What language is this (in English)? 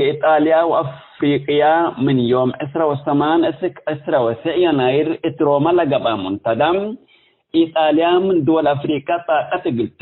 Tigre